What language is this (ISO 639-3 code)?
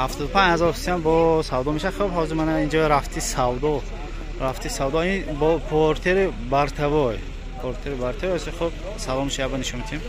tgk